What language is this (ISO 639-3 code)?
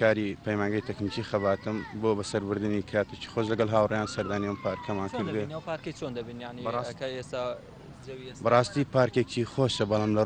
ckb